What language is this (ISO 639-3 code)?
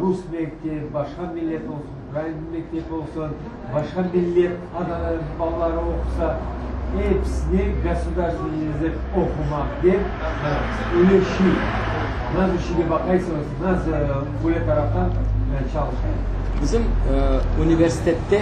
crh